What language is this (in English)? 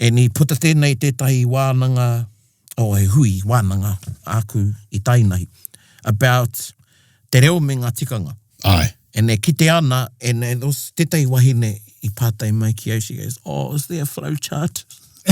Māori